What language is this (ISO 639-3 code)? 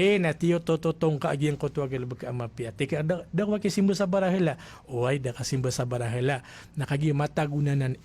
mrw